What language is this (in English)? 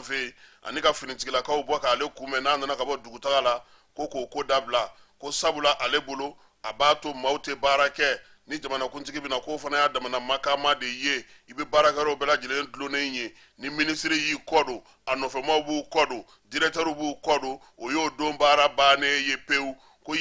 Bambara